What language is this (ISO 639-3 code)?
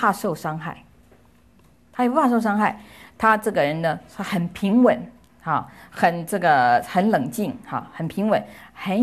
zho